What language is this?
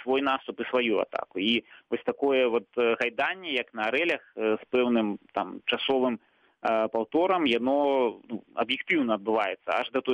Belarusian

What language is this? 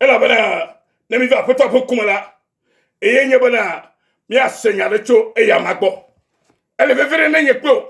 Ewe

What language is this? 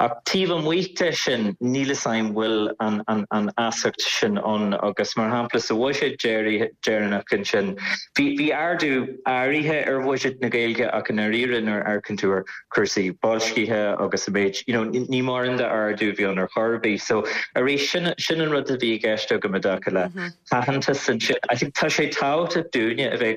Irish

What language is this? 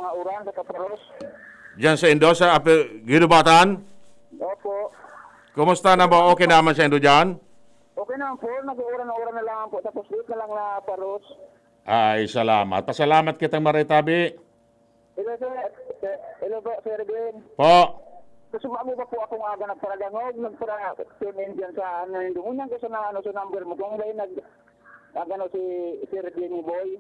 Bikol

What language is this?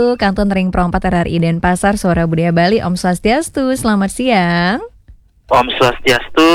Balinese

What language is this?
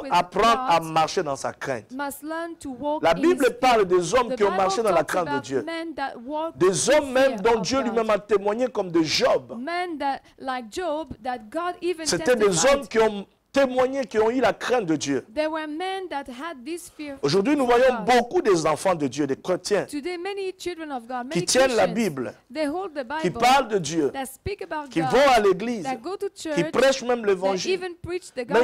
French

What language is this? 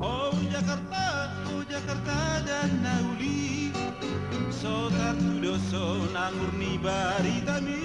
Batak Toba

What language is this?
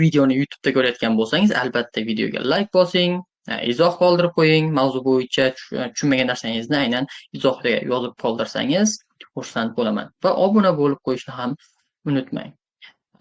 Uzbek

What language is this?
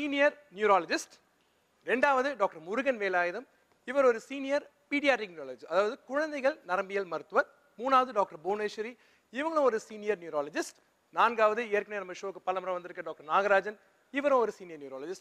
Tamil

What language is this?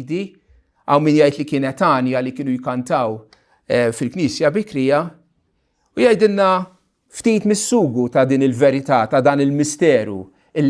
Maltese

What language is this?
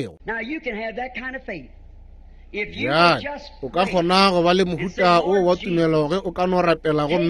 Northern Sotho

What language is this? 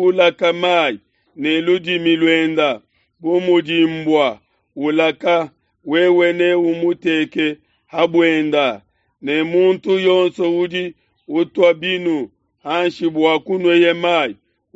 Luba-Lulua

